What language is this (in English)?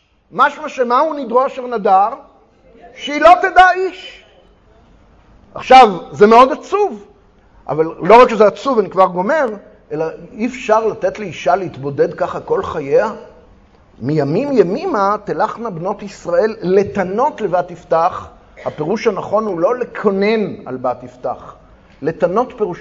Hebrew